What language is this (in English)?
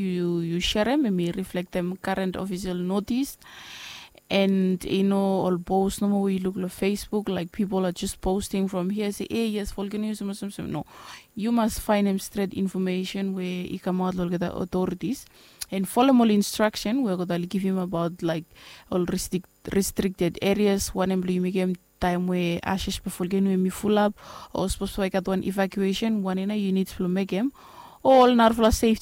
Bislama